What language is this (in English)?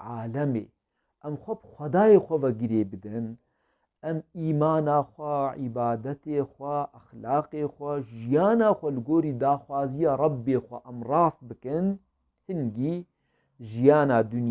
Kurdish